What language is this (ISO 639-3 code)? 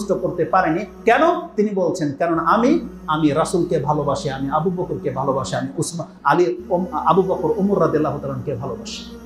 ben